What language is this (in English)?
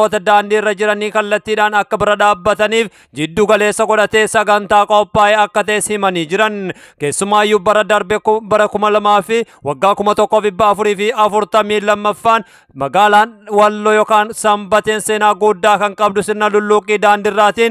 Oromo